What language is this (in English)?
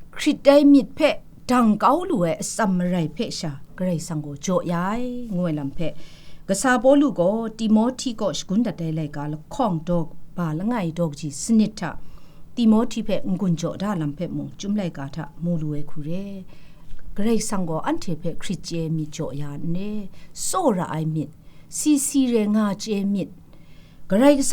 Kachin